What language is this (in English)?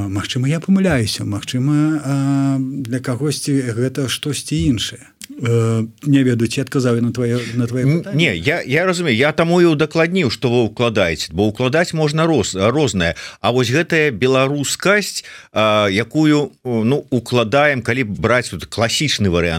Belarusian